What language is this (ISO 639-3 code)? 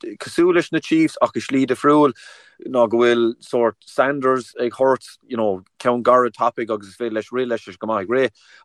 gle